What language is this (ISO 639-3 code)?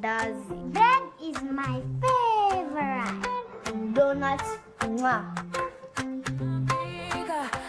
mer